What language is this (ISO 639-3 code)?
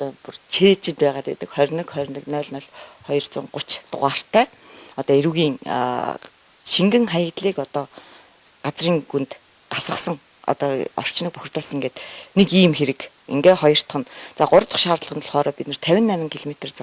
mon